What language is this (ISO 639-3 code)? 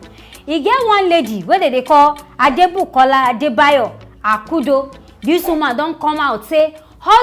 pcm